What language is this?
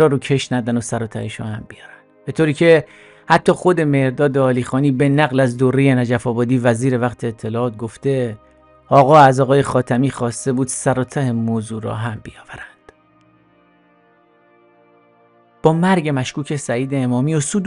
Persian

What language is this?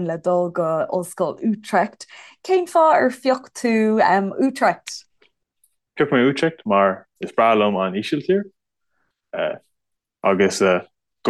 Irish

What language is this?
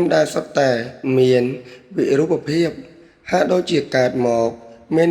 Khmer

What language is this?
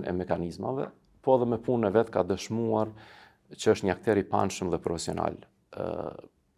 Albanian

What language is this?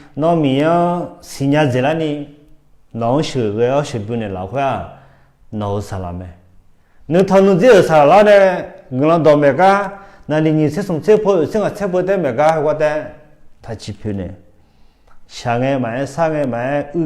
Akha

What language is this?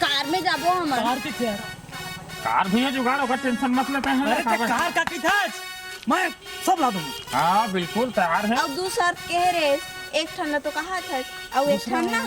Chhattisgarhi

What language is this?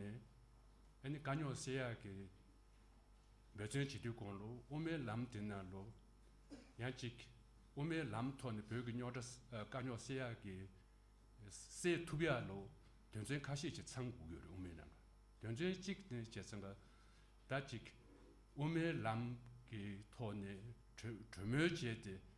Tibetan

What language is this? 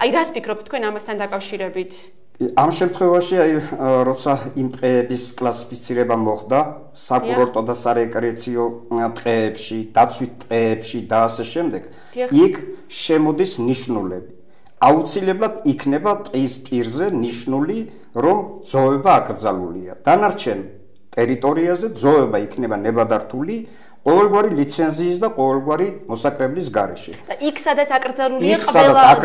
Georgian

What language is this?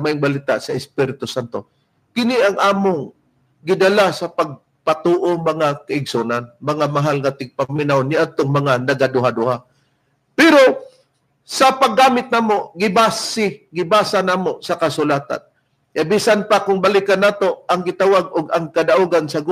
Cebuano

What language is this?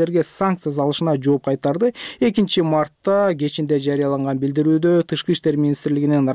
Kyrgyz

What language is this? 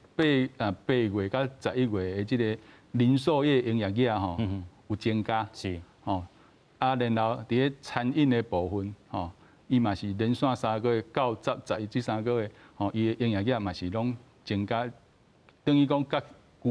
Min Nan Chinese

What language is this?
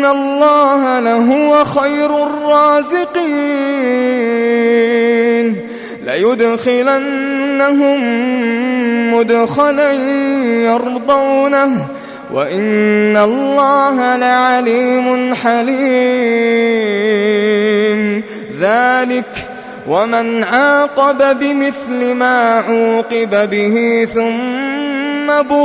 Arabic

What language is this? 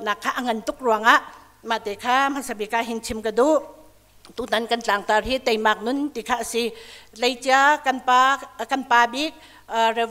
Hakha Chin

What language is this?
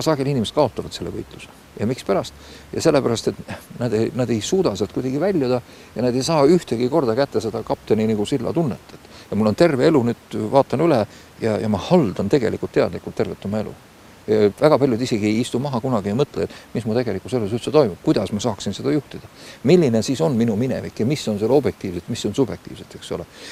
Estonian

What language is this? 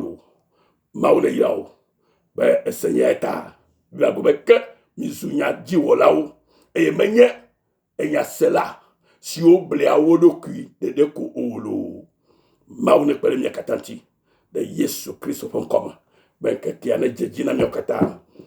Ewe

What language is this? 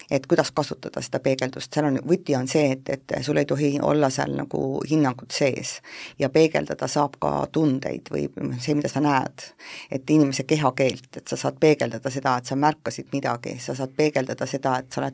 Estonian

